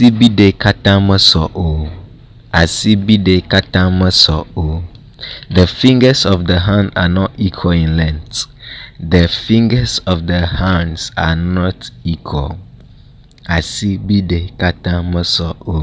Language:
Ewe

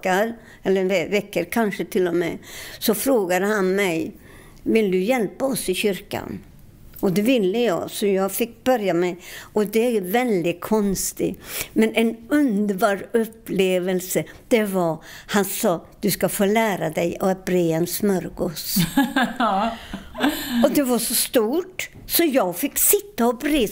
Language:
Swedish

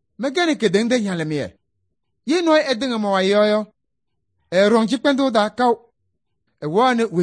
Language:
Kabiyè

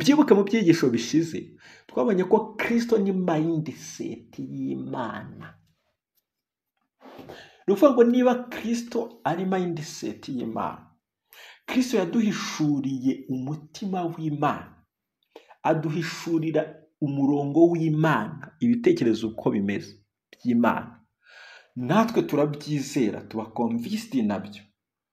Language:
Kinyarwanda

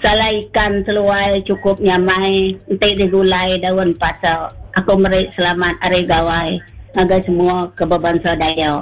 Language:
Iban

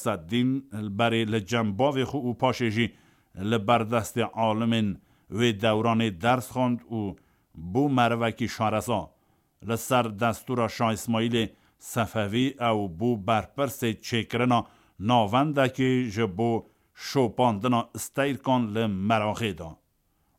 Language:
Kurdish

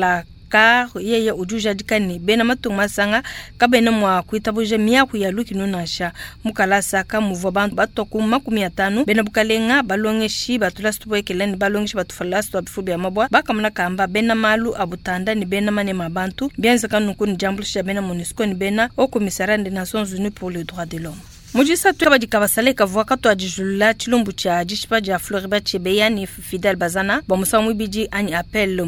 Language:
Luba-Lulua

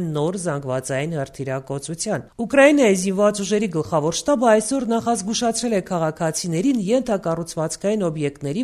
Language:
Armenian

